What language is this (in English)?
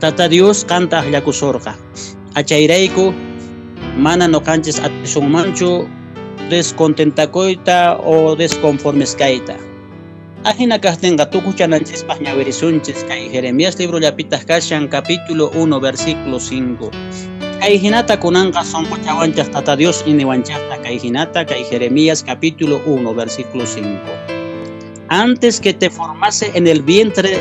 Quechua